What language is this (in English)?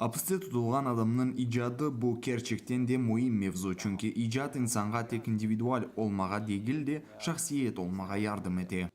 Crimean Tatar